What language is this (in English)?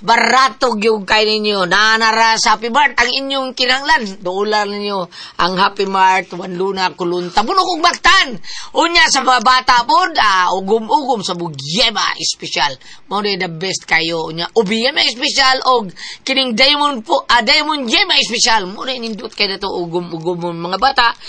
Cebuano